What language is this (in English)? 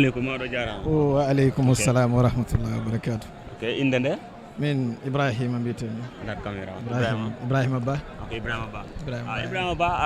Fula